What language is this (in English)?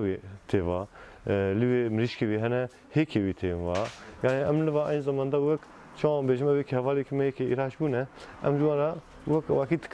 Kurdish